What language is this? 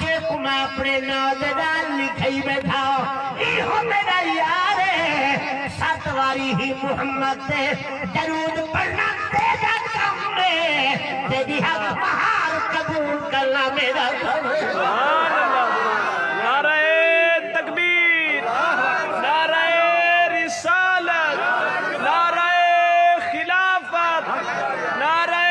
Saraiki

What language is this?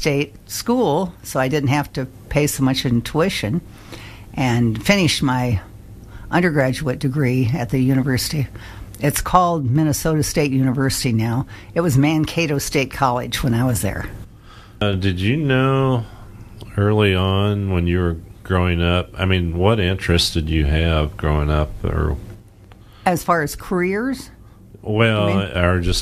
English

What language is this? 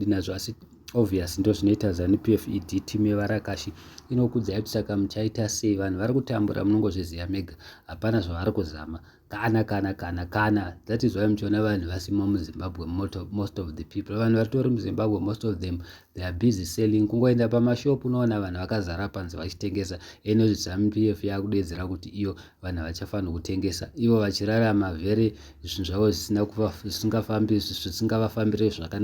Shona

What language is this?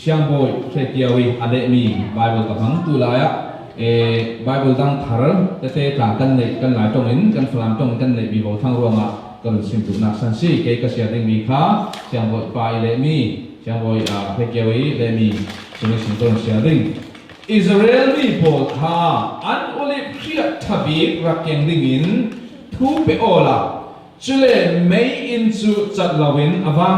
Falam Chin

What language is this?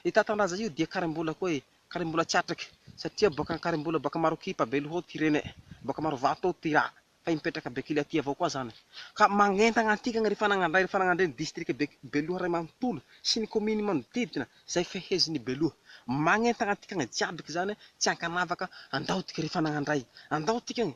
Malagasy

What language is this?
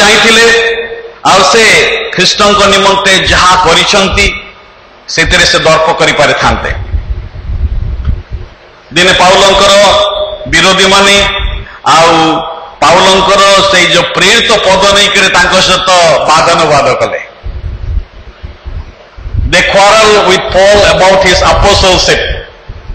Odia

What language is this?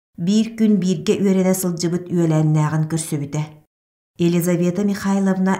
Yakut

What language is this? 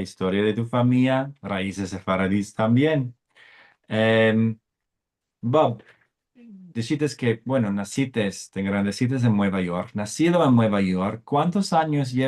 Ladino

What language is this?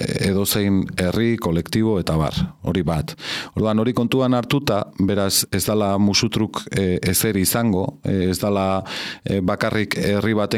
Basque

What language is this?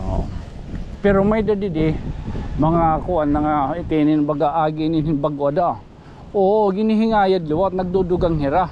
Waray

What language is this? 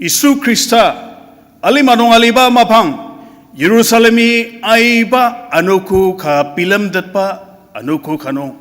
Ao Naga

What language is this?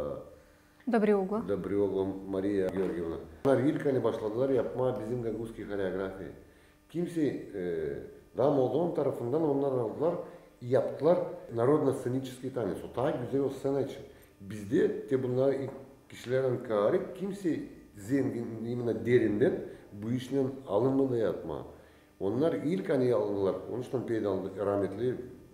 Gagauz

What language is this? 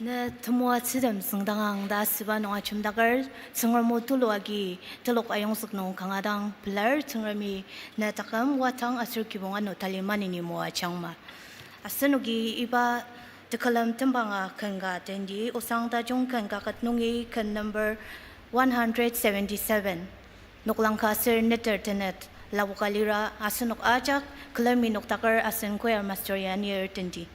Ao Naga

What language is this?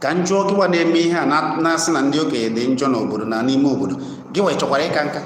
Igbo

